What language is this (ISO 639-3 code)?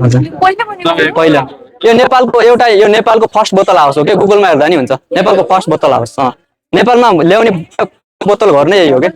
nep